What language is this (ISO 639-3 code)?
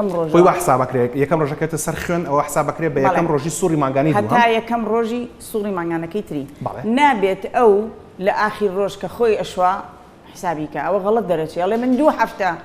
ckb